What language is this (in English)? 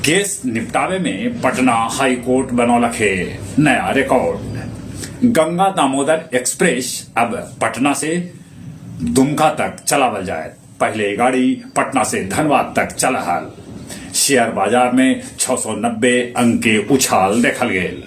Magahi